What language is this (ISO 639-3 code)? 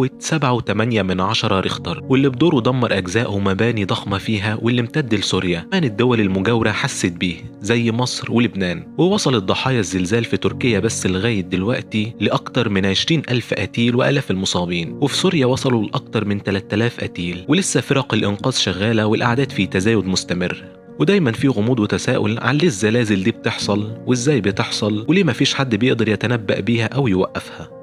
arz